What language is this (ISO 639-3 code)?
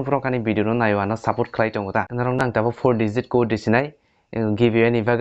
trp